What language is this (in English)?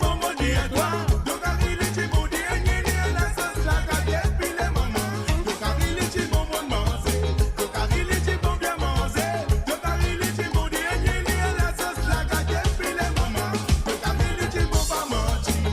Morisyen